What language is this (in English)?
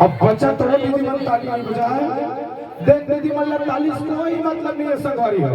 Chhattisgarhi